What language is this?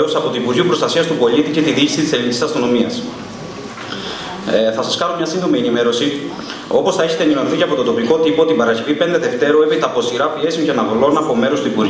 Greek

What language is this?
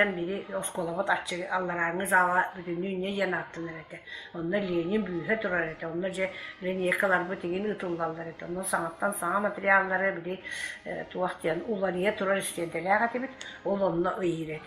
Yakut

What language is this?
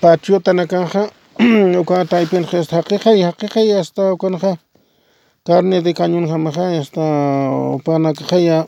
Aymara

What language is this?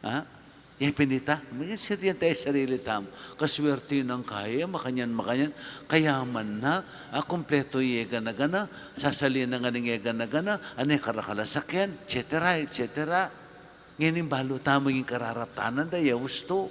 Pampanga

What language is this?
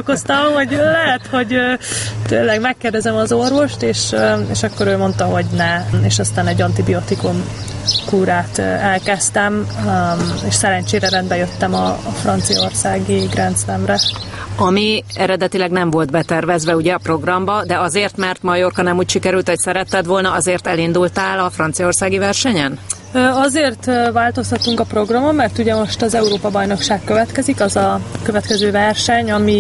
Hungarian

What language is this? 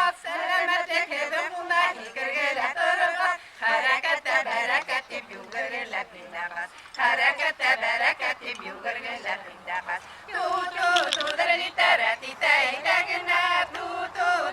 Bashkir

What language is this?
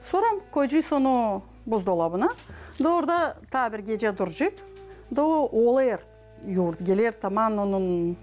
Gagauz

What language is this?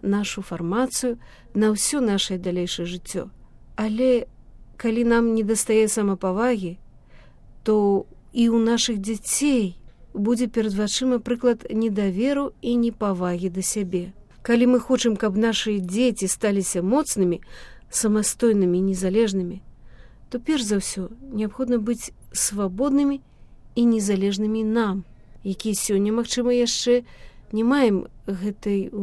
Belarusian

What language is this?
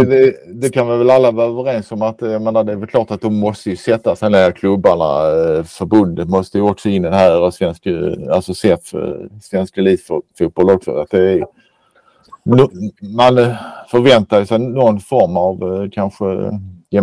Swedish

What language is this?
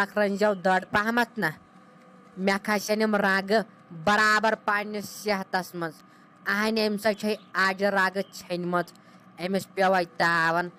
Kashmiri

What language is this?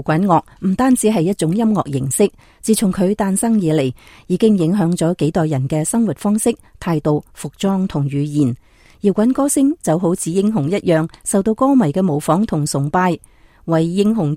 Cantonese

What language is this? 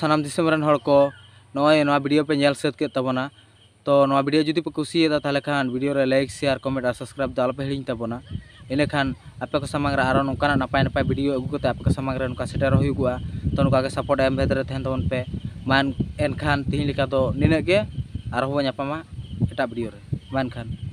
Santali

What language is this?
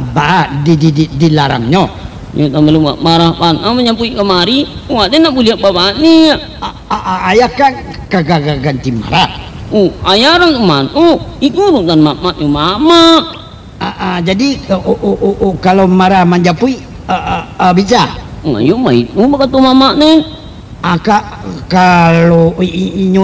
Minangkabau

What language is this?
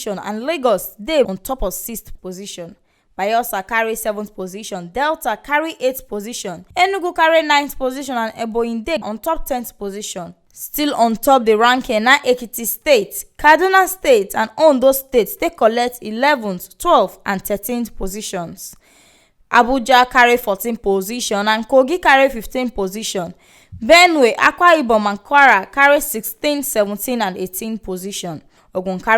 Nigerian Pidgin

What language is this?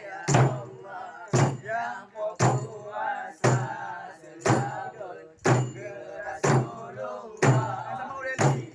Achinese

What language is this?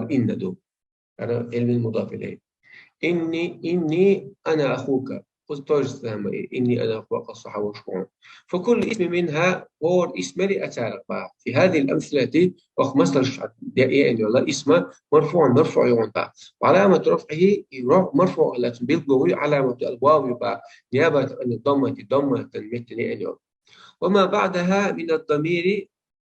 Chechen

